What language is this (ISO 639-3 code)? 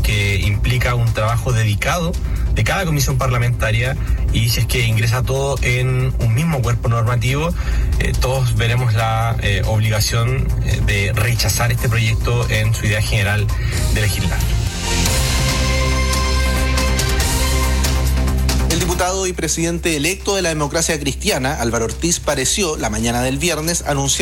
spa